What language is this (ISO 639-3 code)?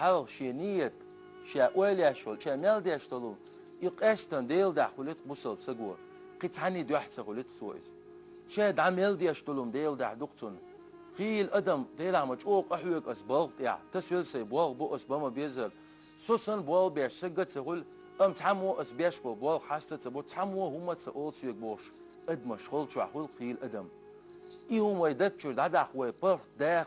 che